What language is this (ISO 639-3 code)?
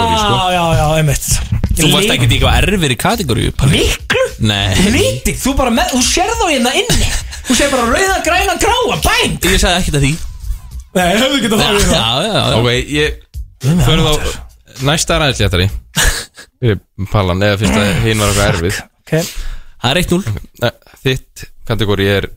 isl